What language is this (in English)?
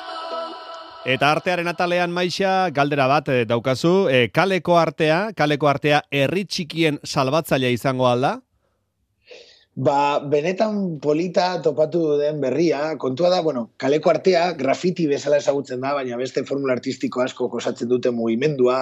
Basque